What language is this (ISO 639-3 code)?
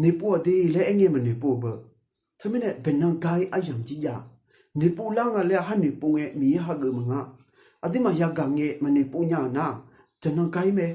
ahk